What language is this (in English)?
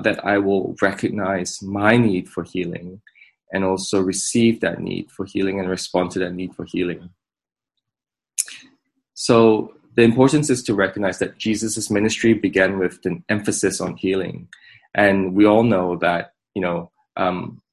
English